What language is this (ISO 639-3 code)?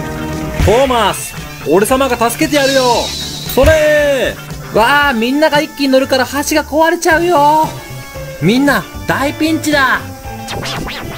jpn